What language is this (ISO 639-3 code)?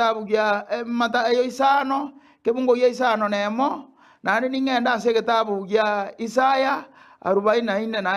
guz